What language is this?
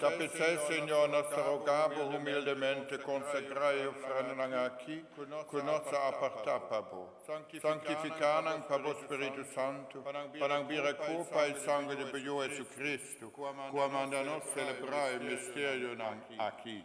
Papiamento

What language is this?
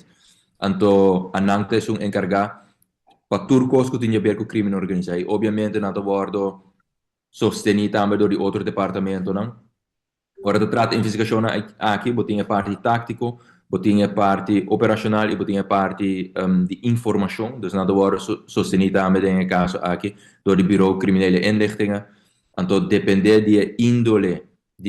Papiamento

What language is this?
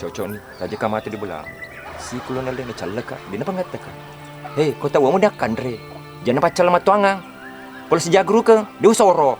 Buginese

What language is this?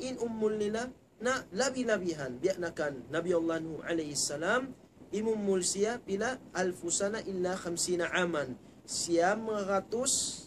Tausug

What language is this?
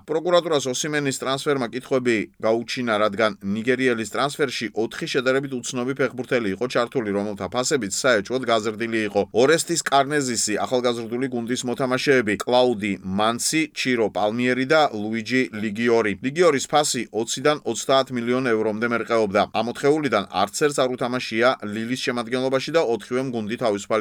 Georgian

